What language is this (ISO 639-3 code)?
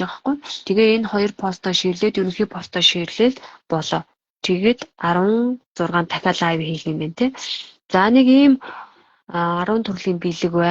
mon